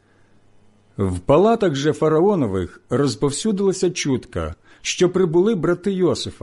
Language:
Ukrainian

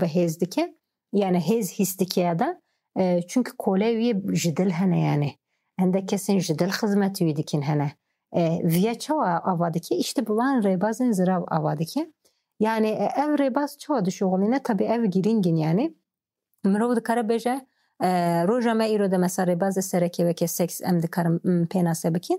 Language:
Kurdish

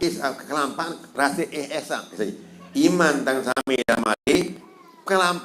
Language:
Sasak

